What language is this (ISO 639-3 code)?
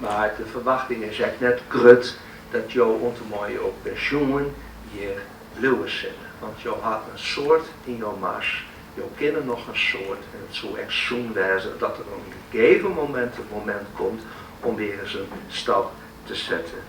fry